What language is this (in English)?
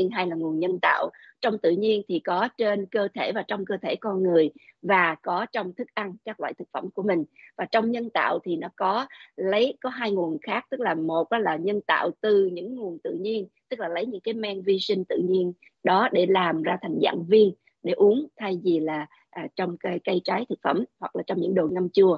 Vietnamese